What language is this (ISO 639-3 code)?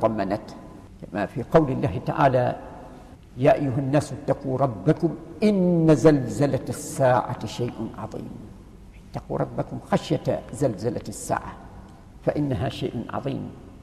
ara